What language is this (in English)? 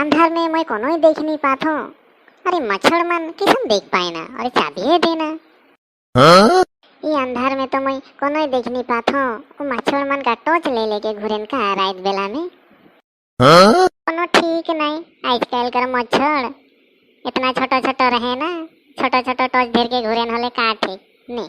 Sadri